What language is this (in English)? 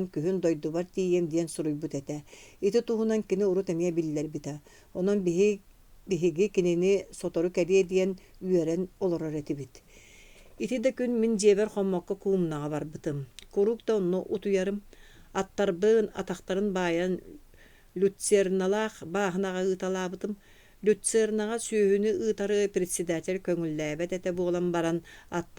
Yakut